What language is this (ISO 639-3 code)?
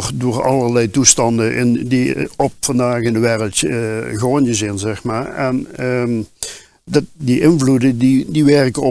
lim